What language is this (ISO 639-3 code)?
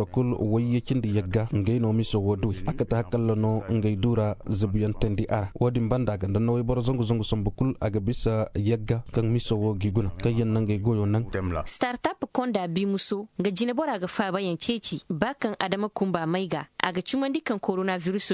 ses